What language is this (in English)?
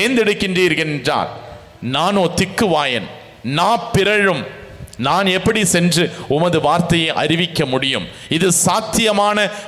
Tamil